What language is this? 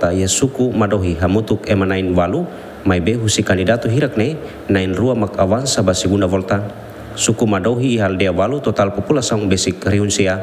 Tetum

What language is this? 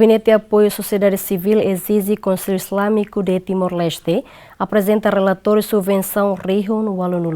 Tetum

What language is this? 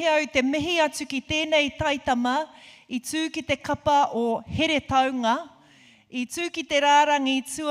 Māori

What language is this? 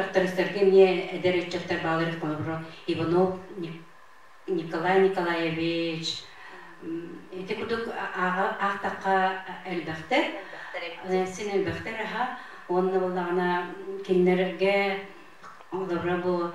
Yakut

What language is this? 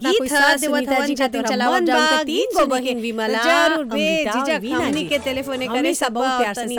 Bhojpuri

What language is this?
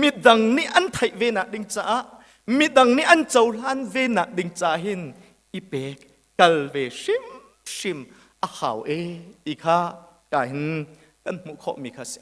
Hakha Chin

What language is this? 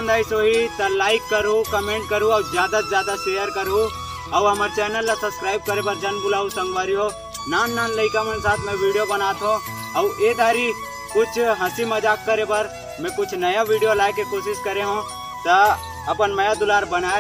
Chhattisgarhi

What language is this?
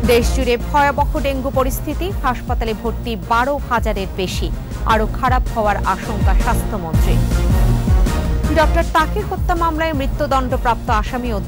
Bangla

